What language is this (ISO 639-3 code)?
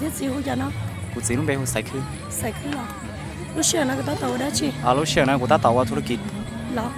hmn